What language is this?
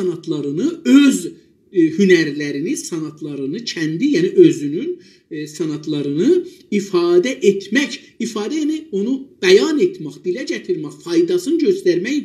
South Azerbaijani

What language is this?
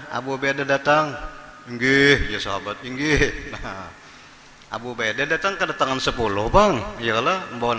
Banjar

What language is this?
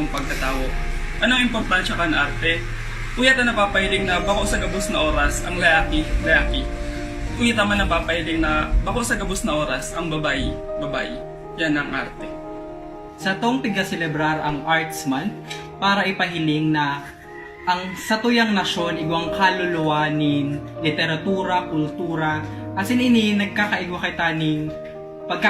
Bikol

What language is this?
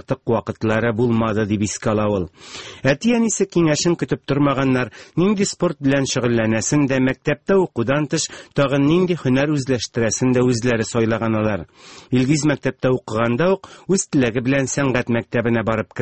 Tatar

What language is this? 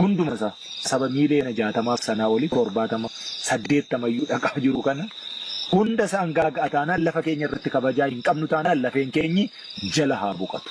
Oromo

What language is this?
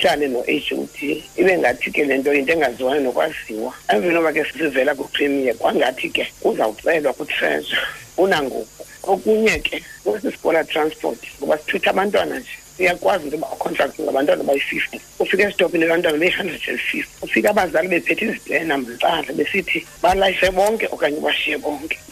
Xhosa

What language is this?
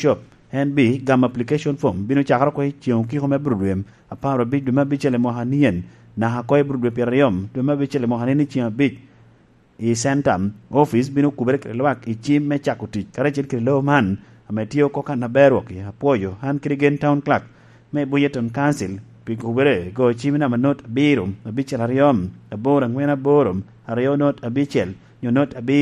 Lango (Uganda)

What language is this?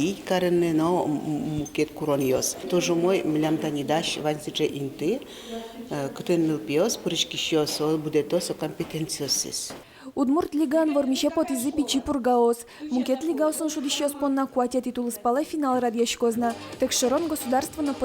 Udmurt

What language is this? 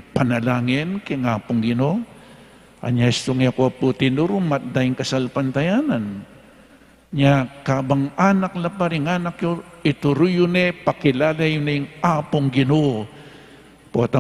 Pampanga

